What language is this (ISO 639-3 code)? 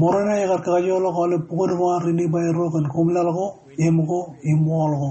mah